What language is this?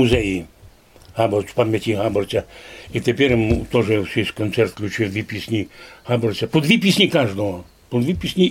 Rusyn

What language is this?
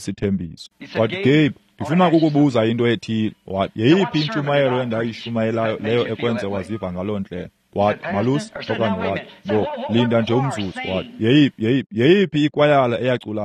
Xhosa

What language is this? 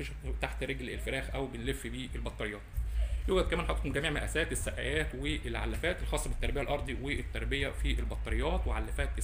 Egyptian Arabic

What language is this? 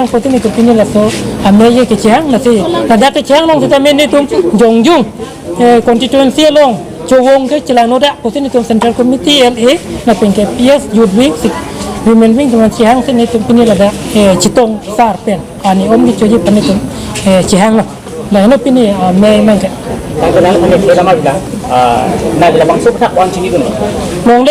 Karbi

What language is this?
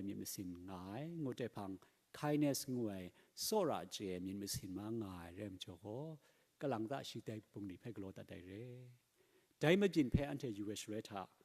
Kachin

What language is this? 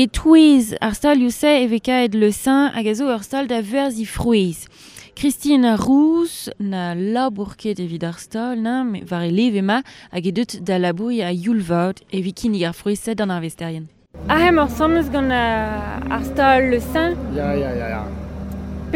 Breton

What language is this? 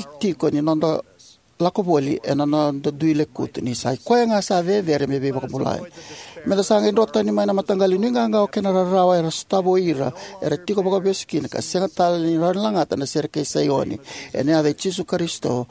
Fijian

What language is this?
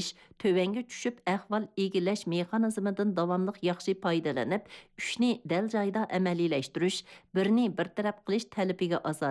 Uyghur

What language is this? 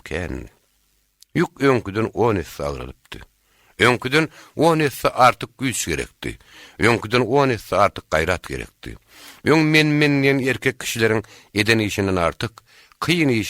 Turkmen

